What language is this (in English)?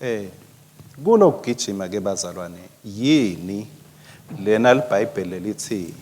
Swati